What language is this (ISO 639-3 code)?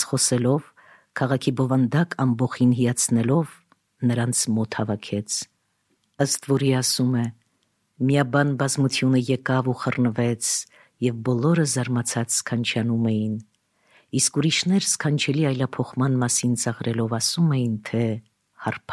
hye